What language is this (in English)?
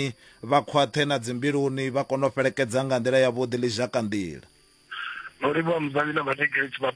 Venda